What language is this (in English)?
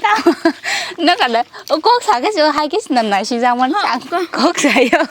Kok Borok